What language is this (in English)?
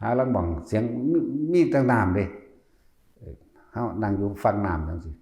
Northeastern Thai